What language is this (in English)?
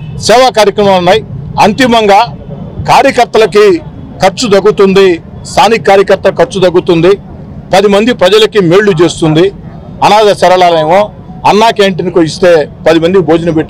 Telugu